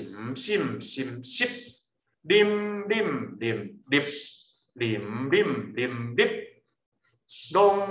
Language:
Min Nan Chinese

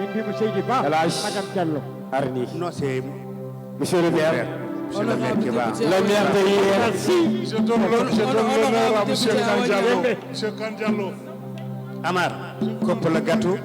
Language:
Fula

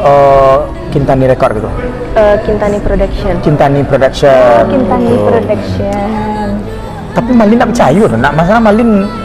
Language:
Minangkabau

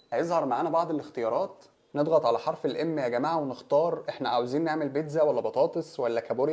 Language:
Egyptian Arabic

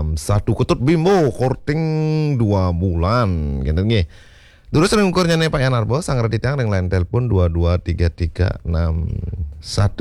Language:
Balinese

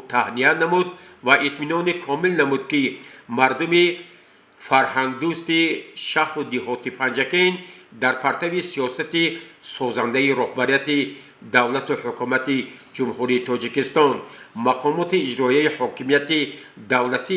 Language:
Tajik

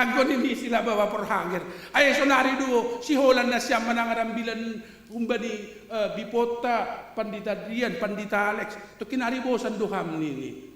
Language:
Batak Simalungun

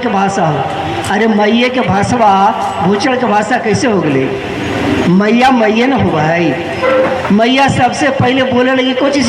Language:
Magahi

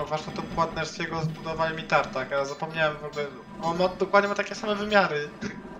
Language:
Polish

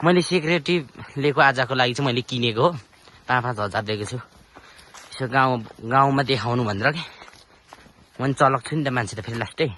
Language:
Nepali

